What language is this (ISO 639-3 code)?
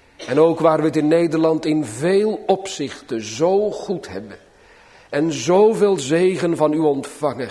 nld